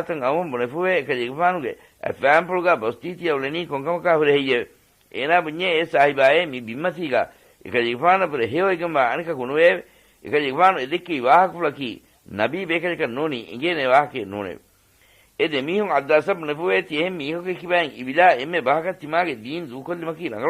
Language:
Divehi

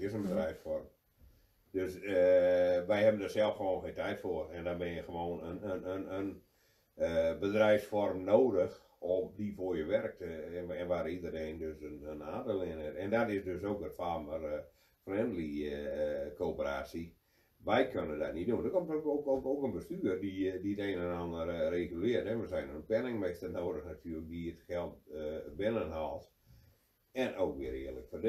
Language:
Dutch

